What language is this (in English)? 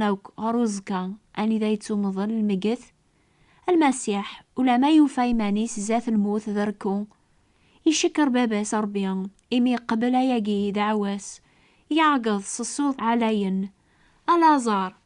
Kabyle